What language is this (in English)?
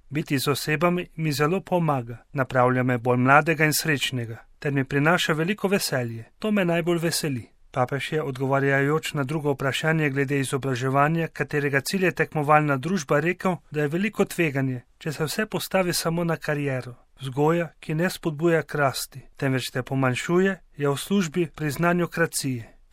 Slovenian